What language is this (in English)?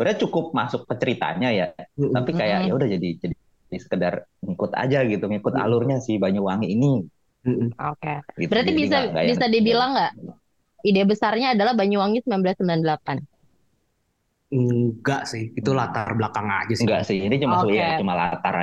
Indonesian